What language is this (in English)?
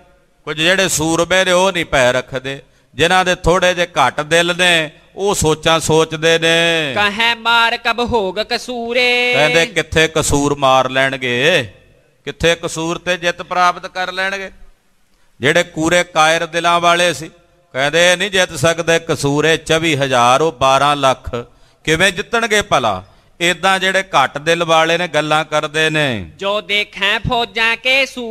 Punjabi